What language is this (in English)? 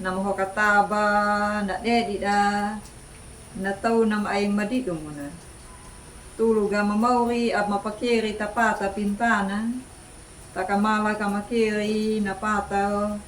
Anakalangu